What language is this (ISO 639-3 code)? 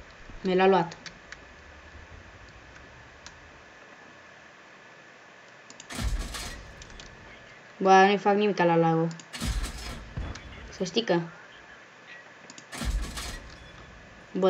ron